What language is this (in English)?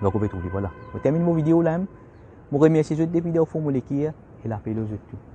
Morisyen